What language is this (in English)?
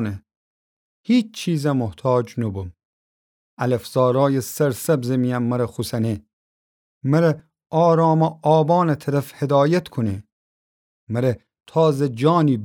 Gilaki